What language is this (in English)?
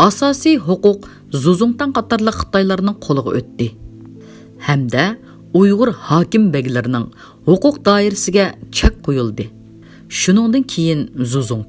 Uyghur